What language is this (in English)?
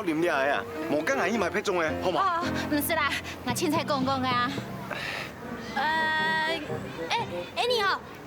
Hakka Chinese